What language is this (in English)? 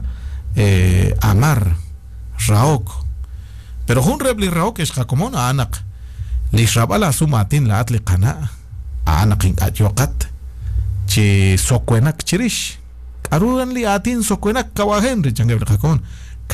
Kekchí